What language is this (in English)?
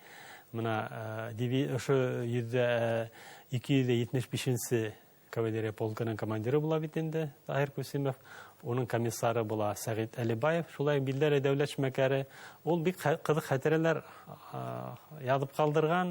Bashkir